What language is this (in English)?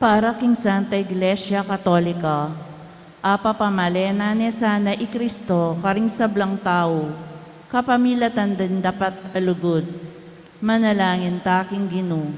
Pampanga